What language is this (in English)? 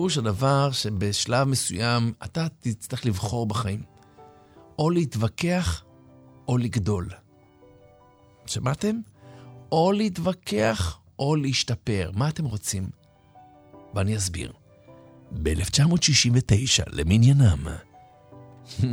Hebrew